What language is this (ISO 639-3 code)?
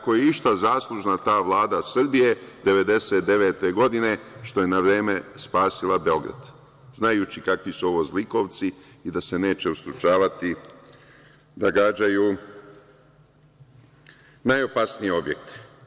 srp